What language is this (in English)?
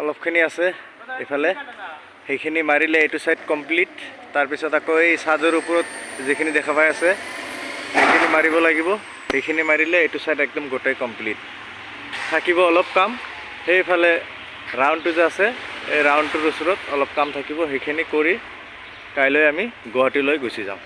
Assamese